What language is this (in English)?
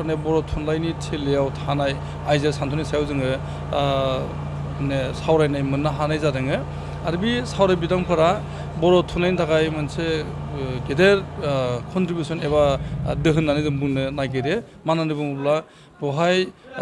Bodo